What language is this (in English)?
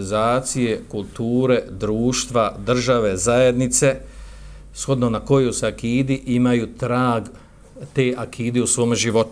Bosnian